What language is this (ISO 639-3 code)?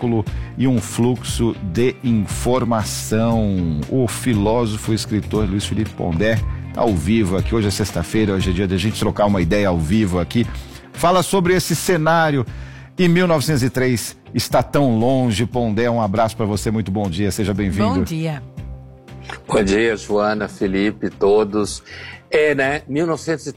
por